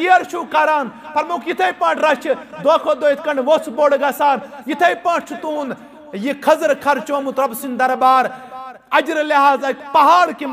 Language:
Kashmiri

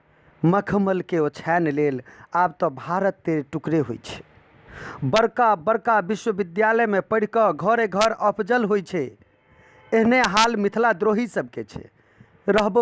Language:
Maithili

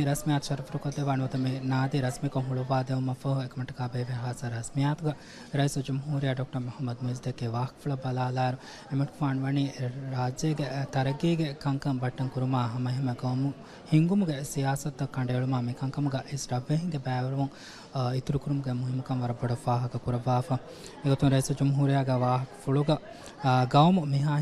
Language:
Divehi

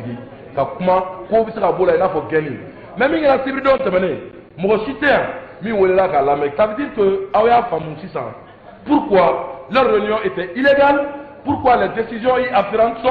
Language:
Bambara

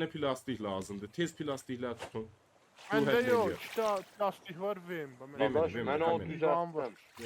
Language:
South Azerbaijani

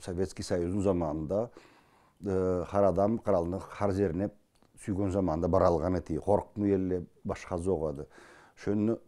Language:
Karachay-Balkar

